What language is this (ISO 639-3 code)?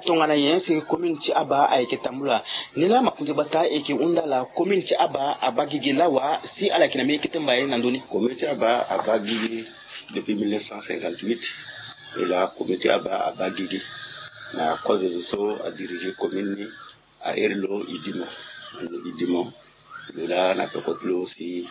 sag